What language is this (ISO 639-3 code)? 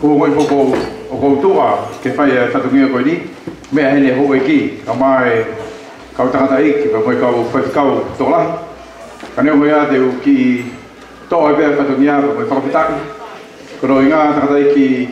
ton